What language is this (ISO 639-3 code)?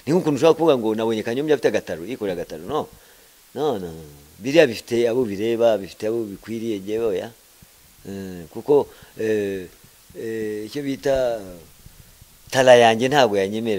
kin